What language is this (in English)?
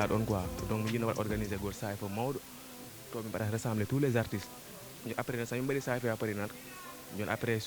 Fula